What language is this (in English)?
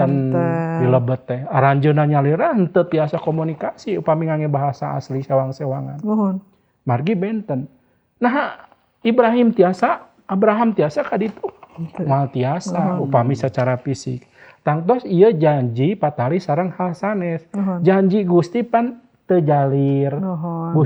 Sundanese